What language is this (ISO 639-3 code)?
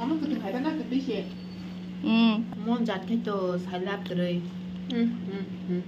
trp